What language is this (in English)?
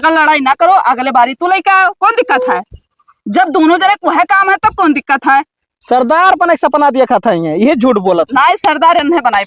Awadhi